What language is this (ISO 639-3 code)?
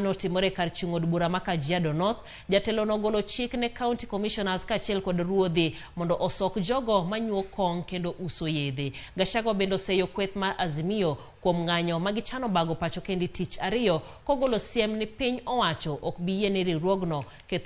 luo